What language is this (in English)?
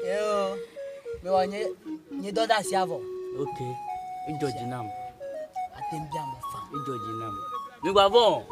Ewe